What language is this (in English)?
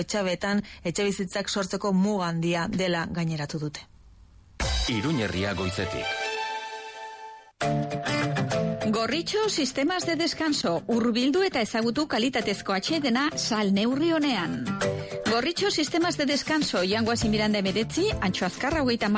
Basque